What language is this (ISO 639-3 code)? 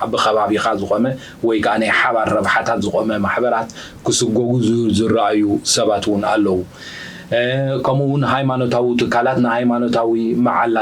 tir